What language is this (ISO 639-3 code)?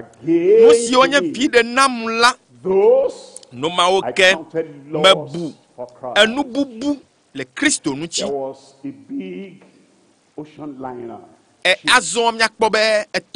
ewe